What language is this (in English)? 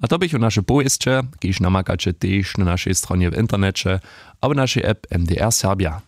Upper Sorbian